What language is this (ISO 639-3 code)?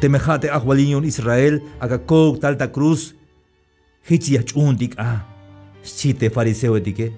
tzh